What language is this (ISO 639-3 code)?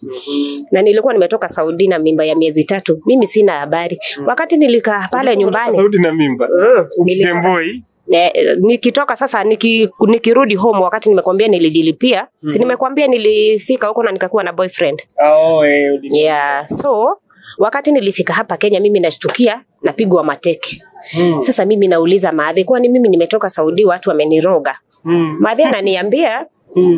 swa